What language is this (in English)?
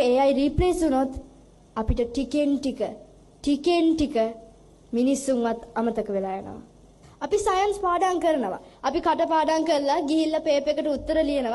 Sinhala